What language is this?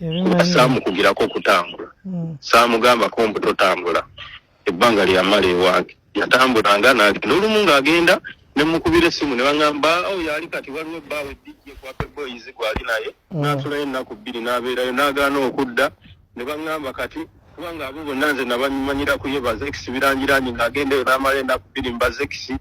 Ganda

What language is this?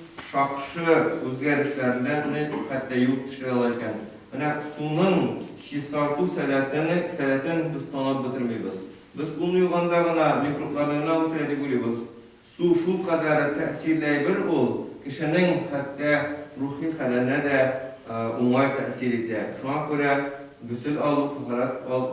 Tatar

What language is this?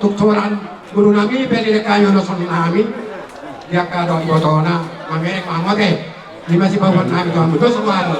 Batak Toba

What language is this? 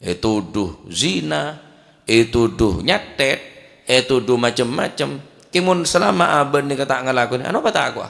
Madurese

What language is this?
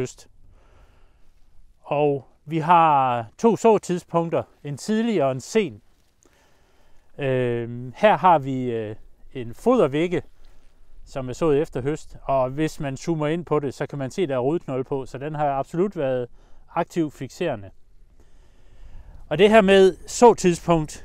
Danish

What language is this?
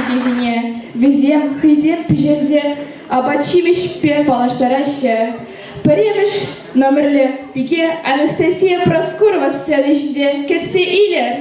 Chuvash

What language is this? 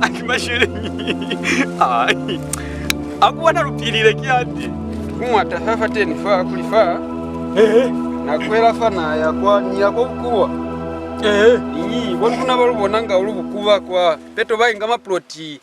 Lozi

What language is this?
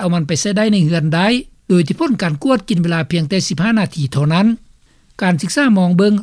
Lao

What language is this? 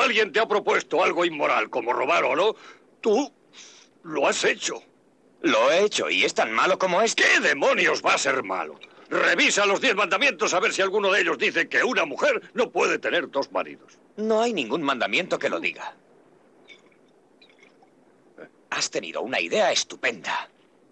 Spanish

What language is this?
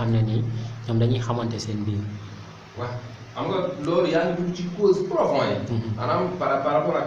Wolof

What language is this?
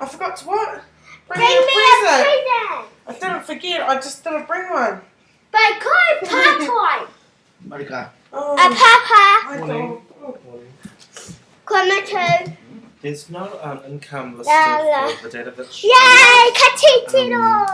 Māori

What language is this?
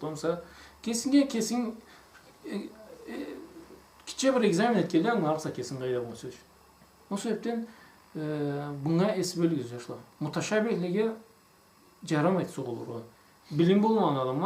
Karachay-Balkar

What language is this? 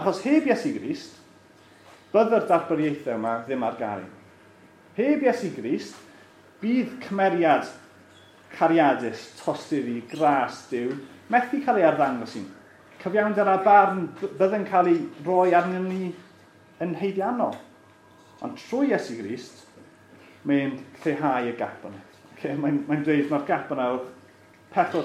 Welsh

